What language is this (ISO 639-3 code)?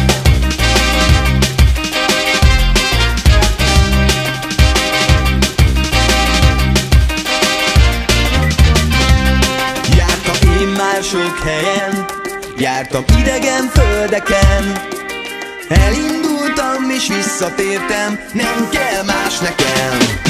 hun